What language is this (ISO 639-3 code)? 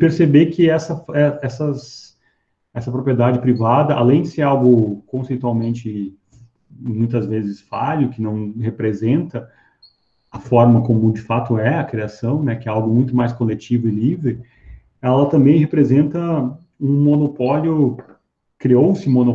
por